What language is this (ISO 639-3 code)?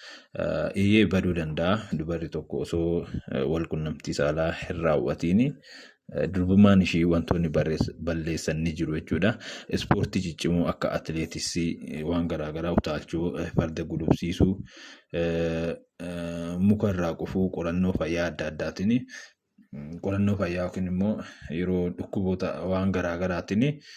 orm